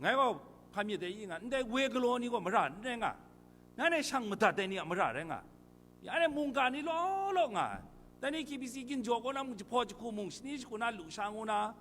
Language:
Kachin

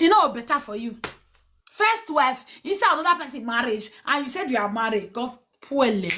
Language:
Nigerian Pidgin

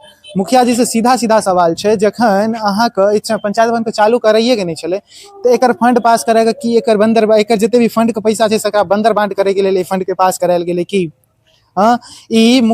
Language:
Maithili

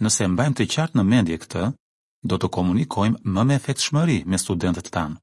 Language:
Albanian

